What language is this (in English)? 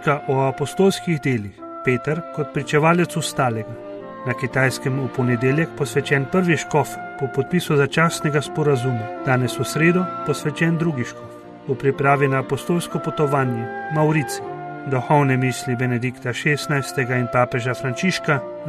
Slovenian